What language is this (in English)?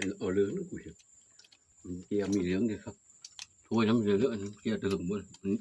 Northeastern Thai